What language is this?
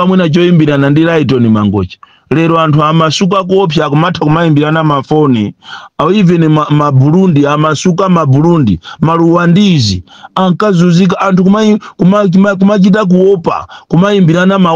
Nyanja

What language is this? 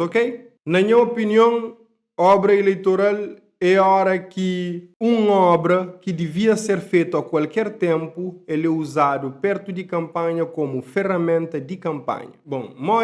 Kabuverdianu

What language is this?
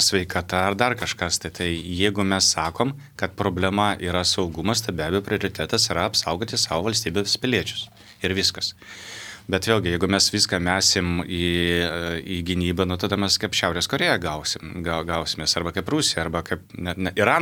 Lithuanian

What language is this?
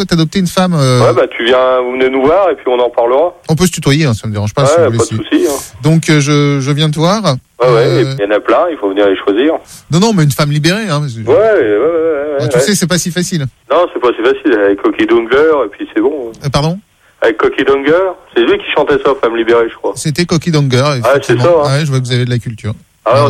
French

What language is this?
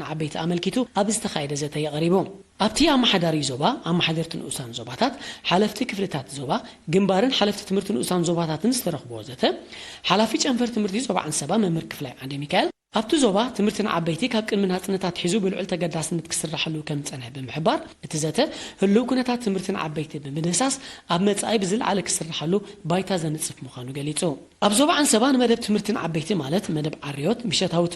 Tigrinya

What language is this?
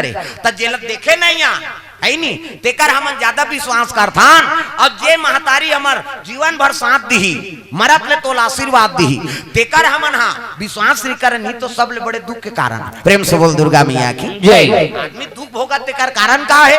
Chhattisgarhi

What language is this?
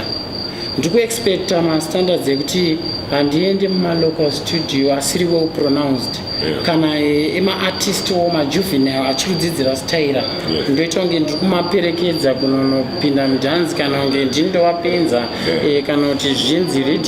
Shona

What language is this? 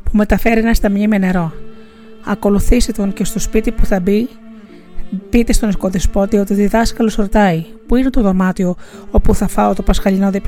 Greek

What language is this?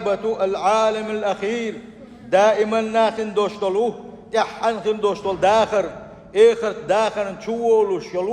Chechen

